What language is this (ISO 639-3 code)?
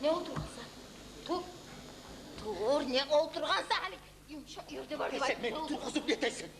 kum